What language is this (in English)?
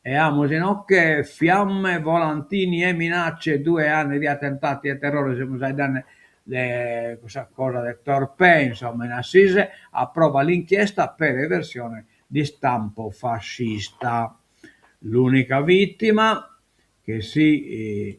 Sardinian